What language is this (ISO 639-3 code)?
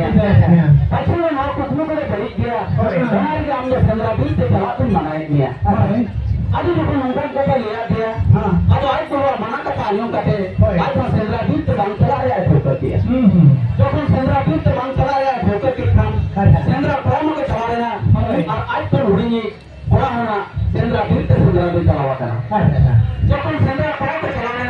sat